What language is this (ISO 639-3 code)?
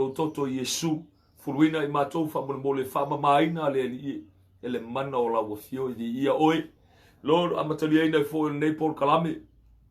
smo